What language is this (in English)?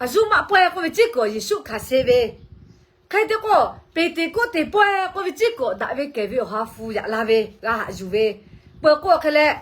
Lahu